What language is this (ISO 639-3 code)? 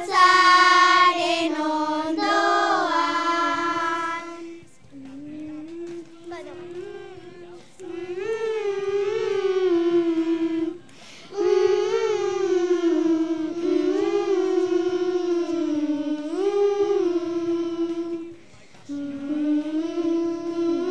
eus